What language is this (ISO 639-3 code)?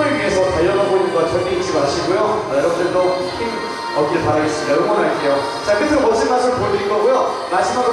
kor